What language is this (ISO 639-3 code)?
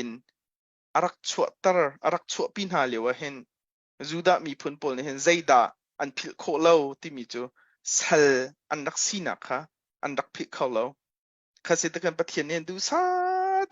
cnh